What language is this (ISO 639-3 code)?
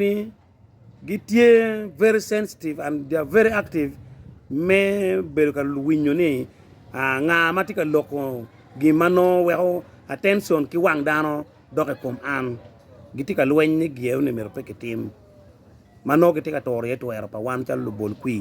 ach